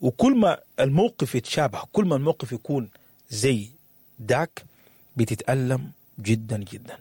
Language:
Sudanese Arabic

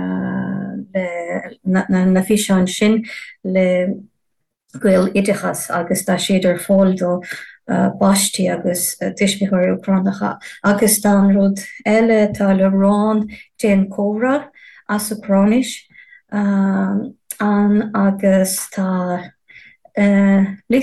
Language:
Irish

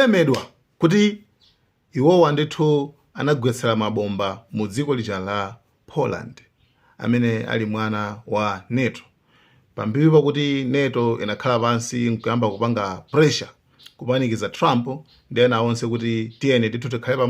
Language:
Nyanja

